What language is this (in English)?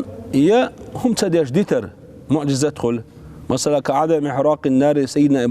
Chechen